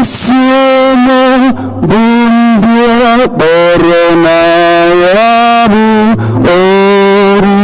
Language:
Igbo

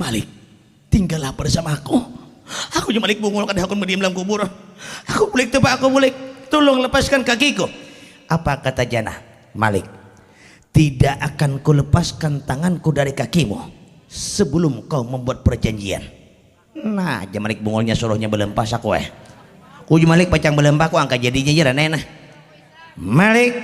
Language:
Banjar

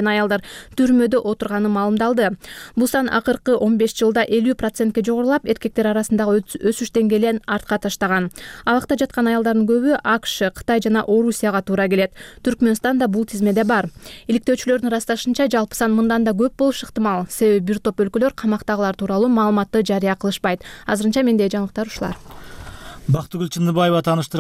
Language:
Kyrgyz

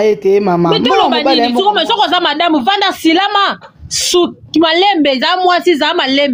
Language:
Lingala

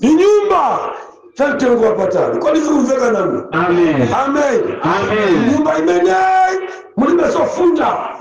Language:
Nyanja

